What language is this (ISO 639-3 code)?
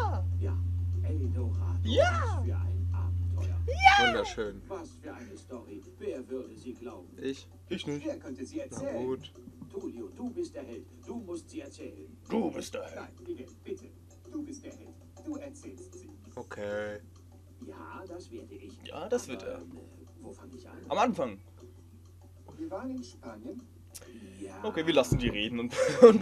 deu